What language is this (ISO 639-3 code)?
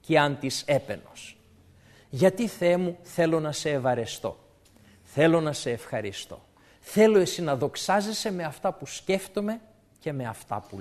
ell